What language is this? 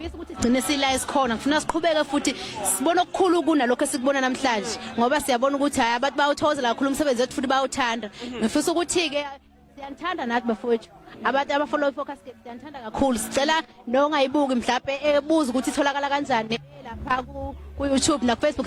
Zulu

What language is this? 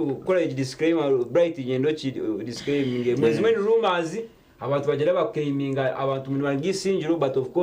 Nyankole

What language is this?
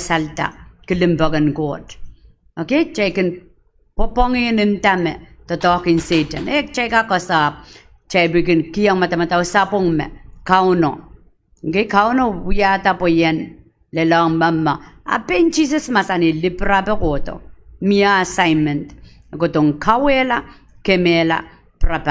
Pohnpeian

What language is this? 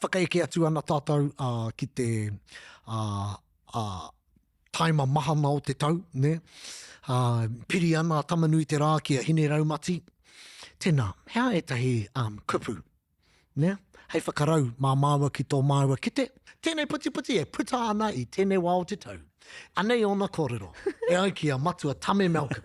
Māori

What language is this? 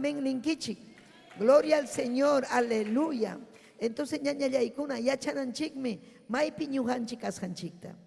Ayacucho Quechua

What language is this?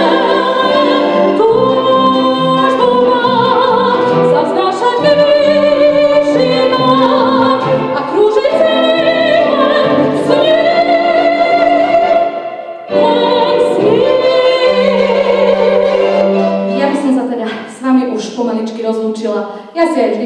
Slovak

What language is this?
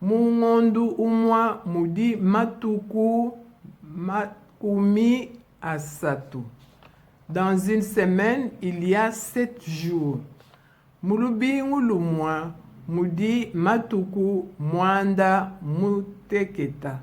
Luba-Lulua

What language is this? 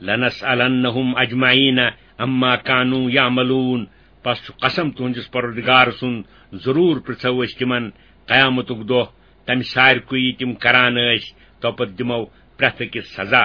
Kashmiri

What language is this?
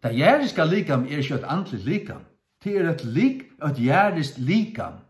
Faroese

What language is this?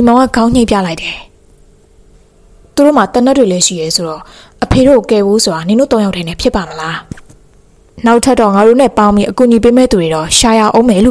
Burmese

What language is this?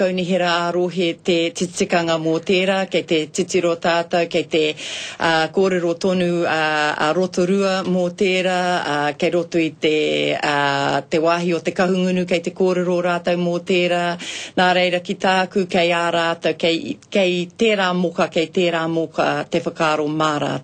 Māori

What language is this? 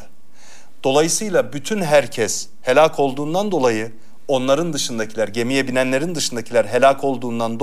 Turkish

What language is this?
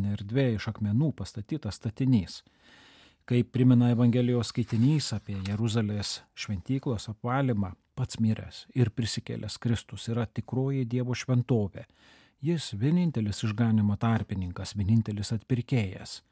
Lithuanian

